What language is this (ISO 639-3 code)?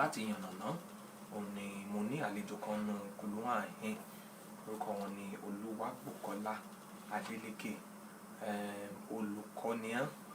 yor